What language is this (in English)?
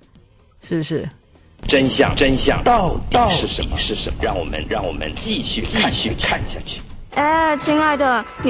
Chinese